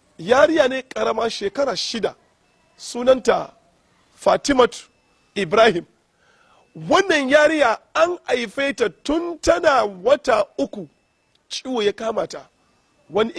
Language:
Hausa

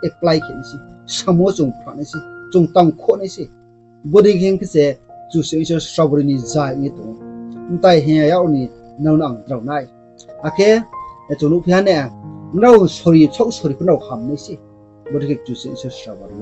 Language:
Riang (India)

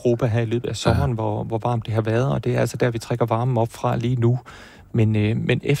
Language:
Danish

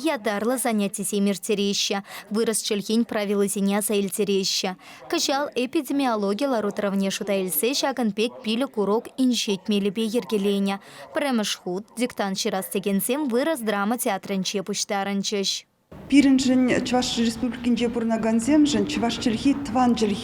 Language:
Chuvash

